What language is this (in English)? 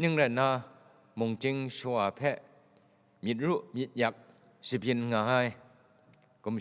Kachin